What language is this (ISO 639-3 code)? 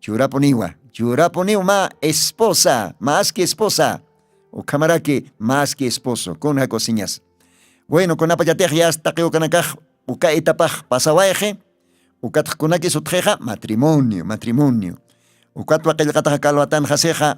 aym